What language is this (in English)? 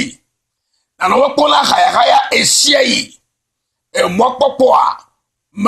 Ewe